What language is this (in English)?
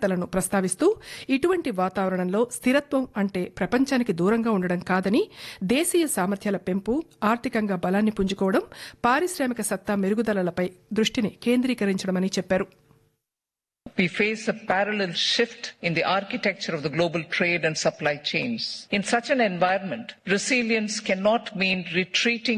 Telugu